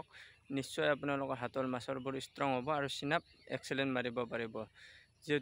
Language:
Assamese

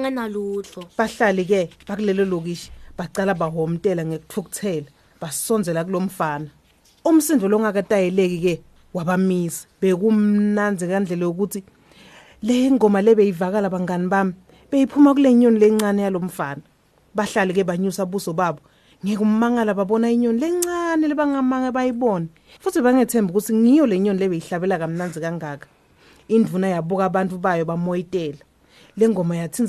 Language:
Swati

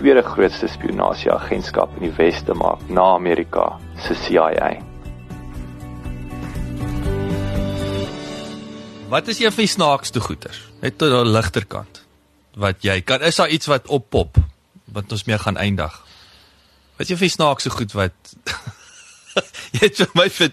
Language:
Afrikaans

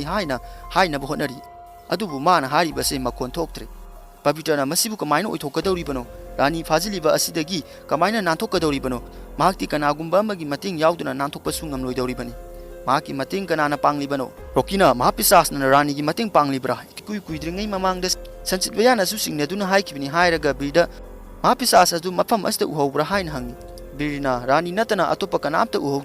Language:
Manipuri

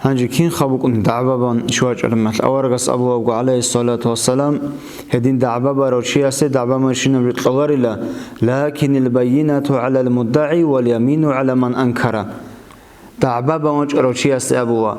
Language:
Avaric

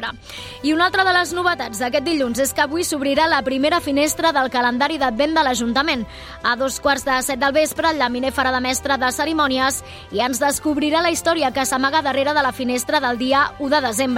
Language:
Catalan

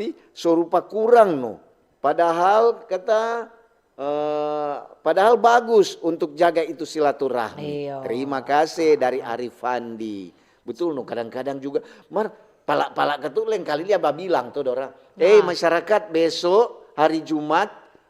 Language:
Manado Malay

